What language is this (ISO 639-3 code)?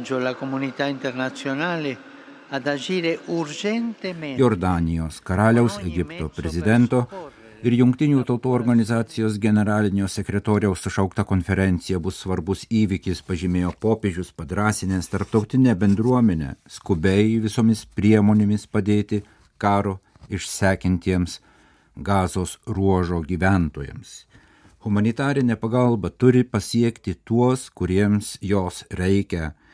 lit